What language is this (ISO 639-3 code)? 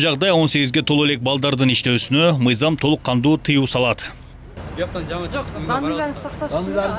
kir